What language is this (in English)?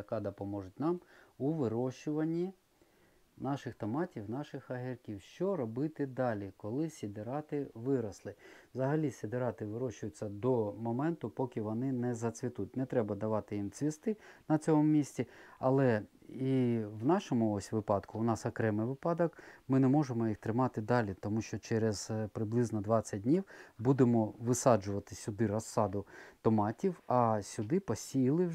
Ukrainian